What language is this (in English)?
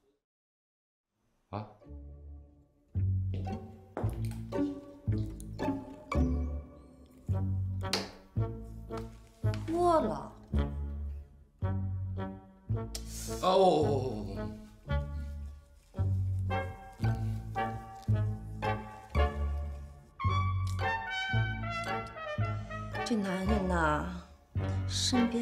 Chinese